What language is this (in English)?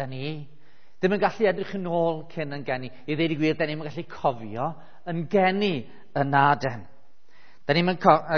Welsh